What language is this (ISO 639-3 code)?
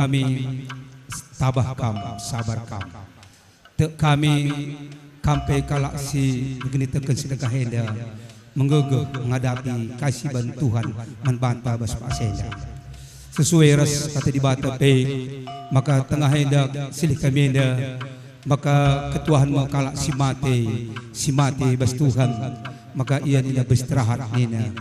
btx